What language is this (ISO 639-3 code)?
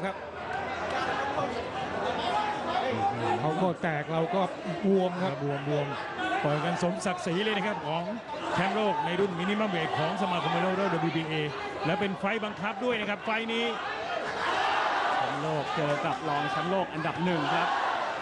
tha